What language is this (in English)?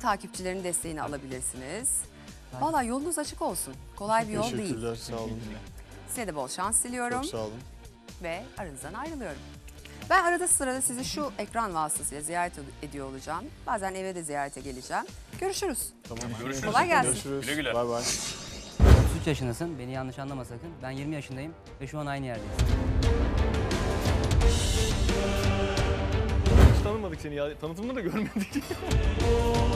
Turkish